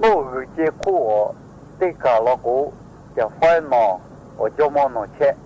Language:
Lahu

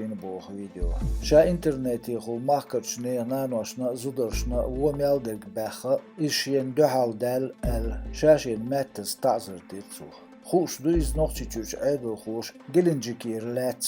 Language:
Chechen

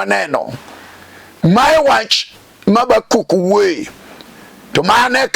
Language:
Luo (Kenya and Tanzania)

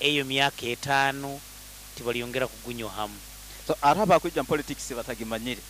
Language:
Nyoro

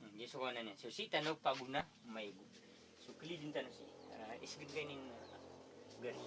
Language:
Maranao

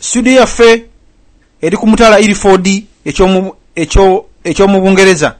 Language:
Ganda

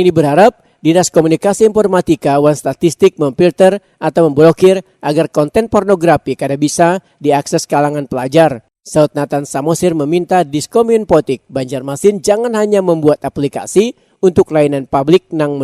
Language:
Banjar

